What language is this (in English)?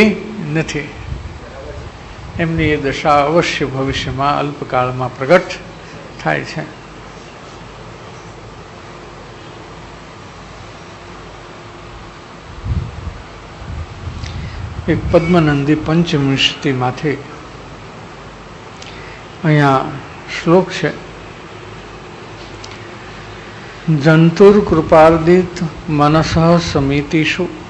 Gujarati